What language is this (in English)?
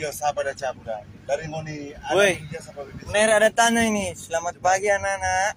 Manado Malay